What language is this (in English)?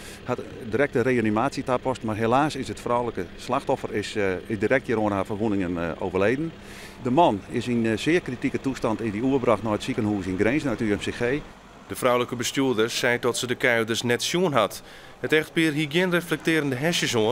Western Frisian